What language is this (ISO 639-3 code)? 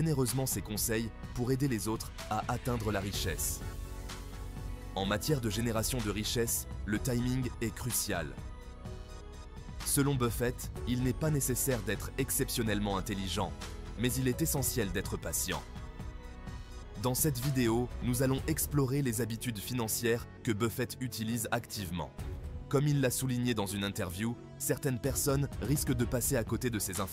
fra